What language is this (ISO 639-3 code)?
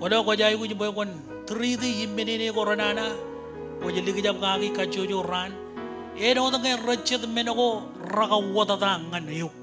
mah